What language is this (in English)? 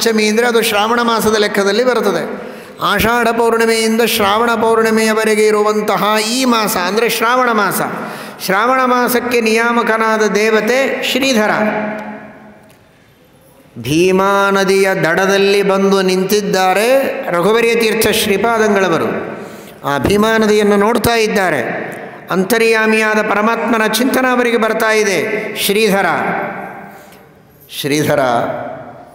Kannada